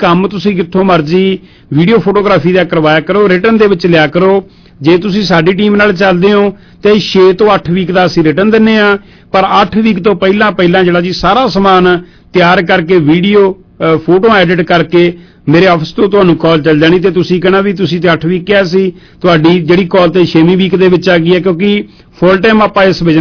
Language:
Punjabi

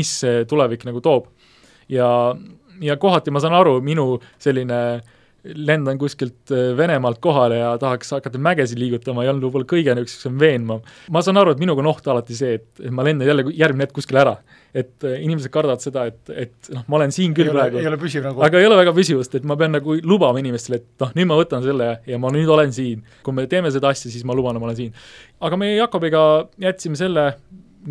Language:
Estonian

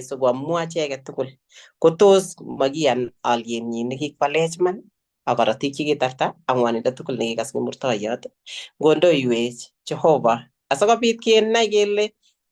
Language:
Kalenjin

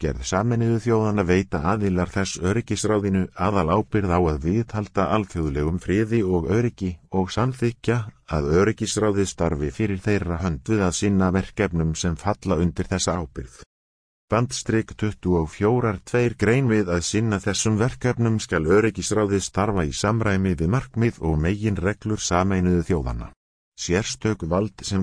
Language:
Icelandic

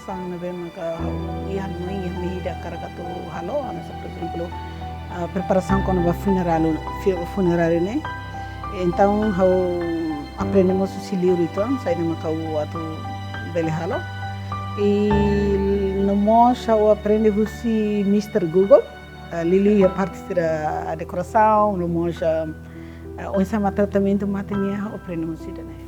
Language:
Tetum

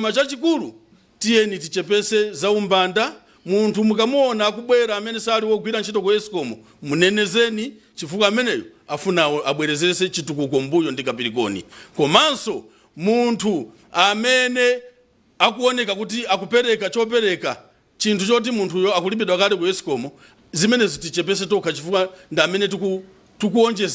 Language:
Nyanja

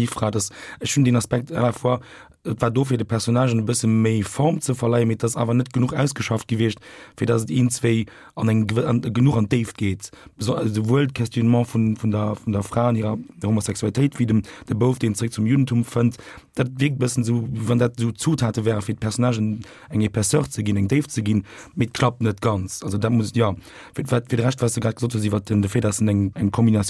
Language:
Luxembourgish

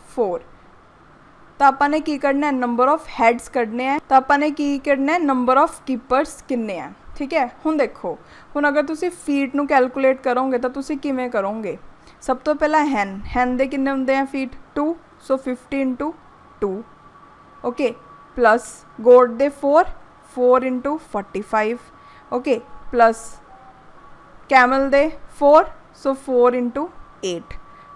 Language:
Punjabi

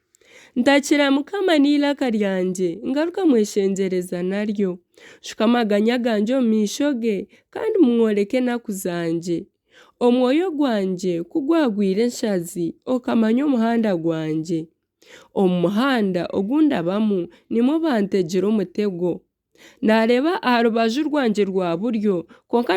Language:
Nyankole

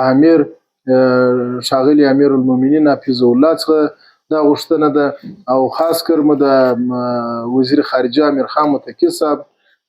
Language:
Pashto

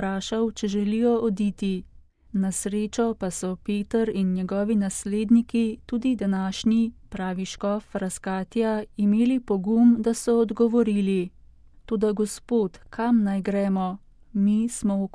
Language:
Slovenian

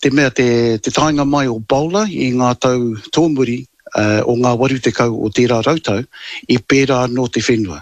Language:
Māori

